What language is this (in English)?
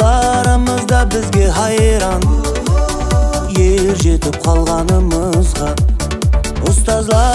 Kara-Kalpak